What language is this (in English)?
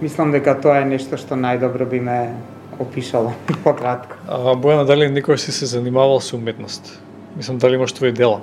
Macedonian